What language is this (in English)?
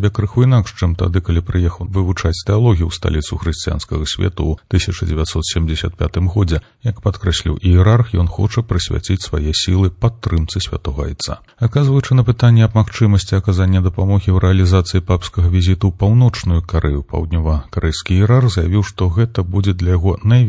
Belarusian